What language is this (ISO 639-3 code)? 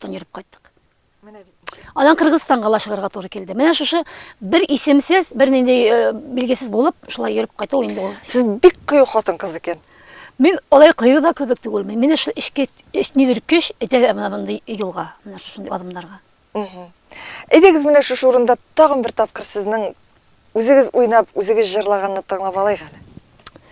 tat